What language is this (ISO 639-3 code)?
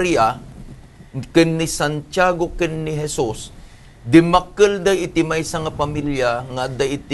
ilo